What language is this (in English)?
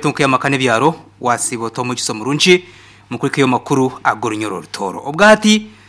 Nyankole